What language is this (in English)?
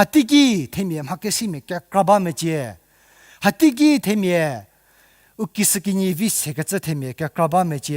Angami Naga